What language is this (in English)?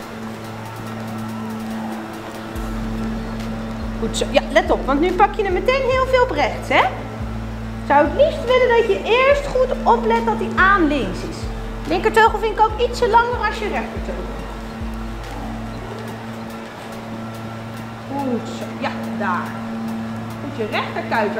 Dutch